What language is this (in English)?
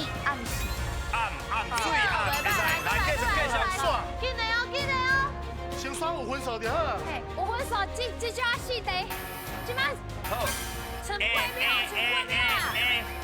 Min Nan Chinese